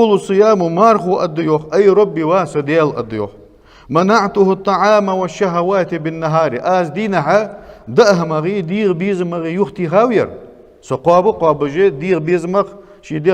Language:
Ingush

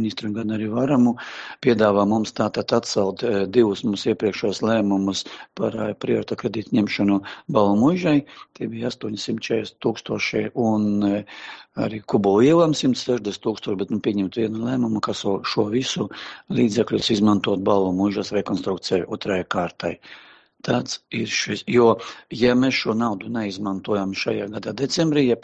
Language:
Latvian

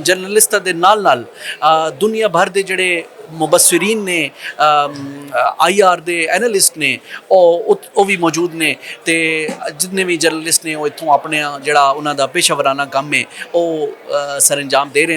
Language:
Western Panjabi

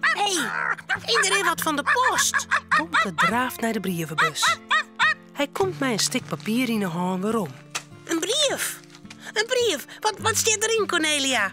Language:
Western Frisian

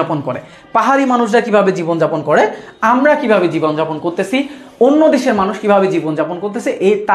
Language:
Bangla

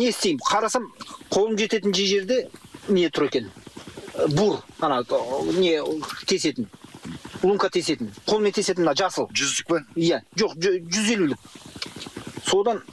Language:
Kazakh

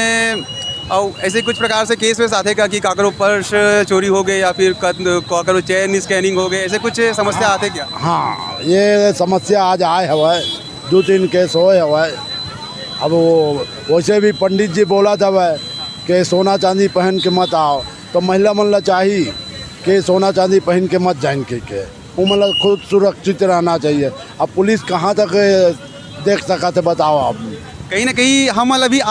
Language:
Chhattisgarhi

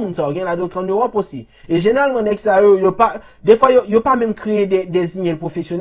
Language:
Haitian Creole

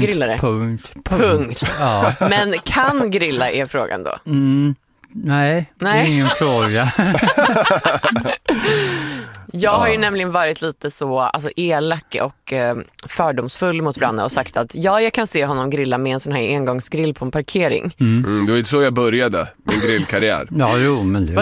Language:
Swedish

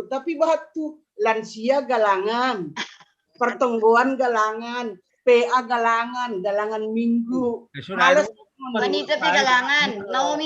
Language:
Batak Simalungun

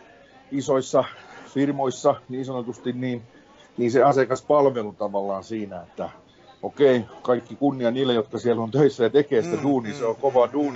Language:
Finnish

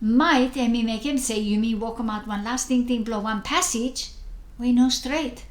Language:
Bislama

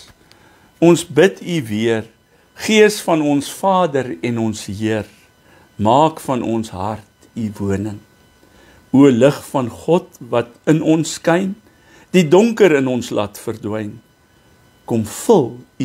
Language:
Afrikaans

